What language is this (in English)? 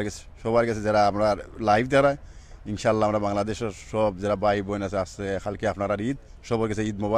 Sylheti